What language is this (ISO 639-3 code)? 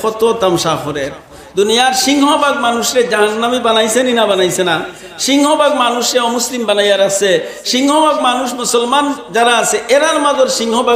syl